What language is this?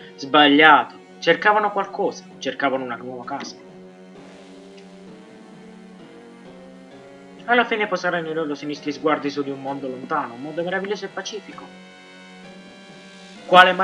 Italian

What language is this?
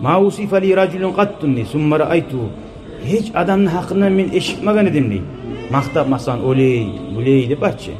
Kumyk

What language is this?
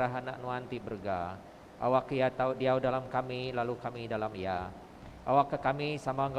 Iban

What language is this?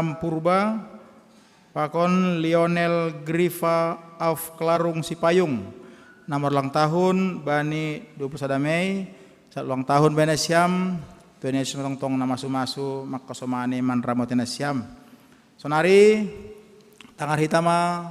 Batak Simalungun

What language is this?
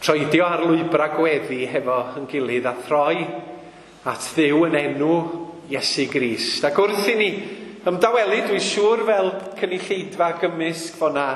Welsh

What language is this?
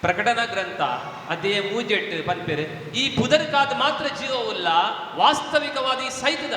Tulu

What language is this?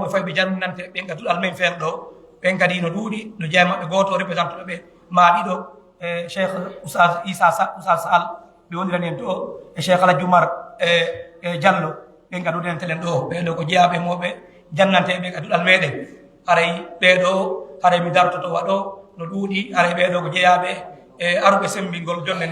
Fula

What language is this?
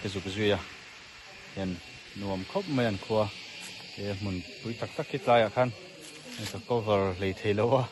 Mizo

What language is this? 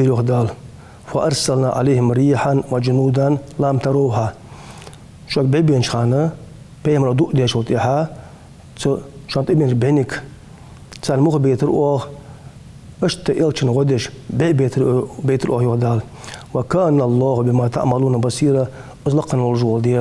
Ingush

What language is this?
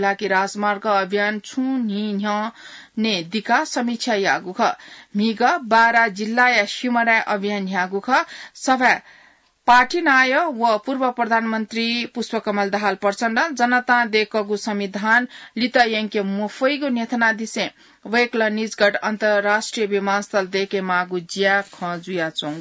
Newari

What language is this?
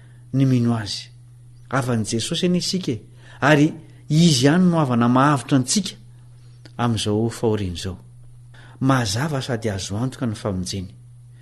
Malagasy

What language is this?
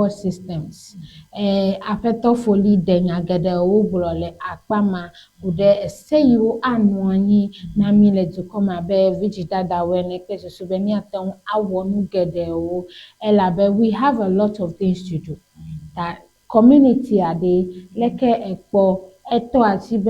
Ewe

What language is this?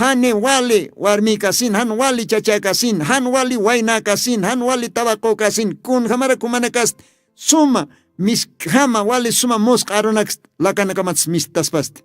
Aymara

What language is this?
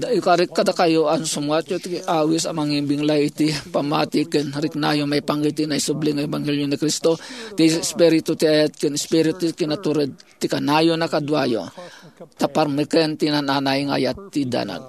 Iloko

